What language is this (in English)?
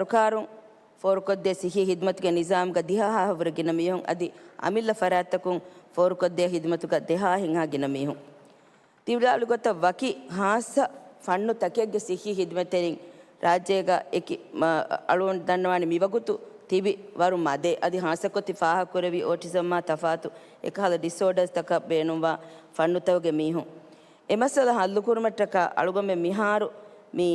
Divehi